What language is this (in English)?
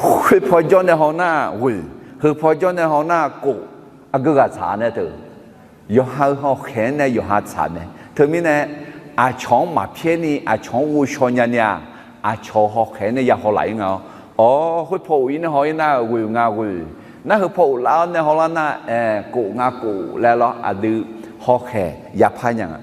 Akha